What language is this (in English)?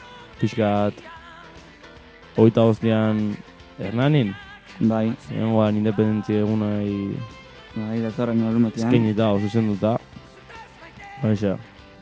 Basque